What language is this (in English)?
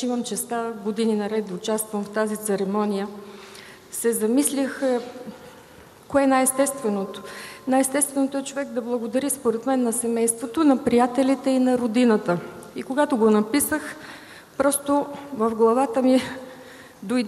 Bulgarian